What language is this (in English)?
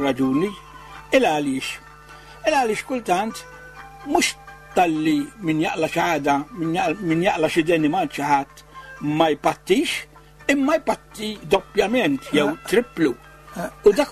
Maltese